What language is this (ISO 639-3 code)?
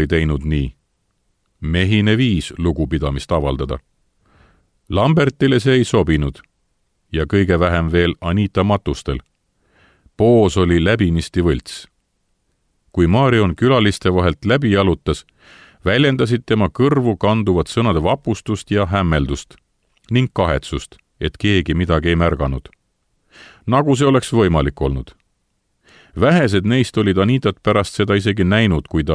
est